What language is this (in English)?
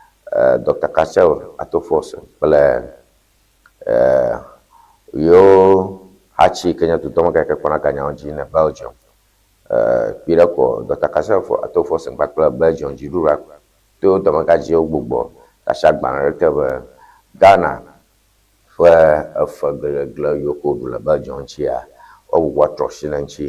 Ewe